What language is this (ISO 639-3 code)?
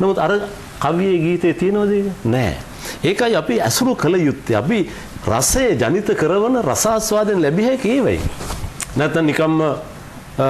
sin